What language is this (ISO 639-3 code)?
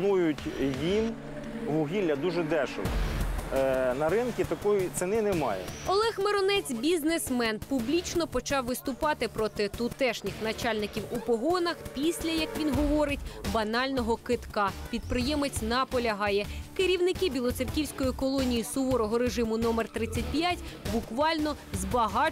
ukr